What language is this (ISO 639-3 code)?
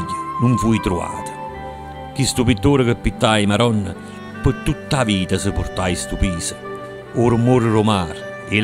nap